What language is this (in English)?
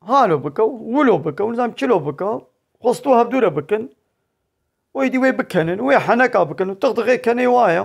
Kurdish